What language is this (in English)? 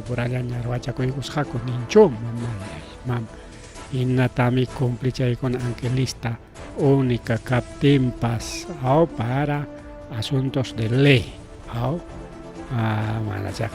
Ayacucho Quechua